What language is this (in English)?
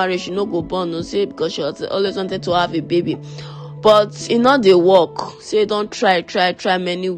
Nigerian Pidgin